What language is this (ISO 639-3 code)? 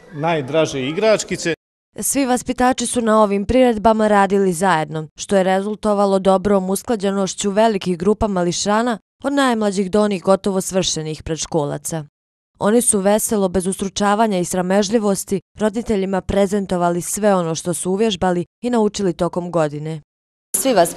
bos